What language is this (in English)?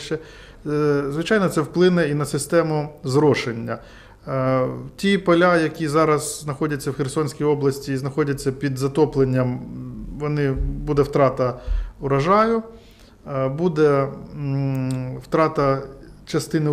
Ukrainian